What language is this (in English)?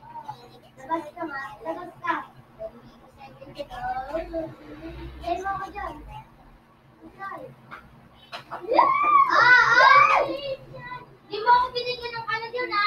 Filipino